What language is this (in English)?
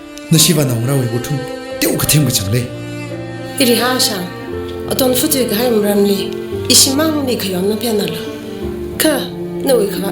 Tangkhul Naga (India)